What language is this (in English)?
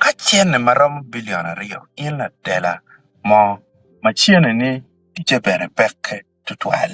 Acoli